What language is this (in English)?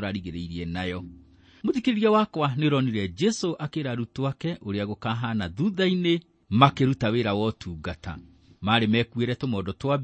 Kikuyu